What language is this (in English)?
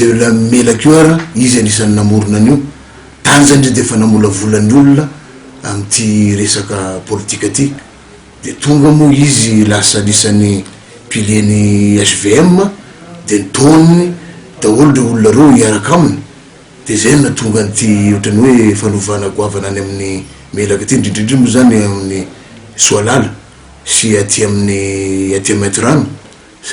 Malagasy